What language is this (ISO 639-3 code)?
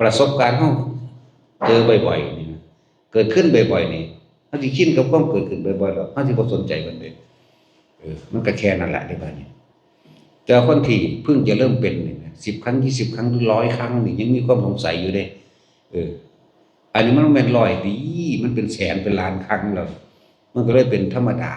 tts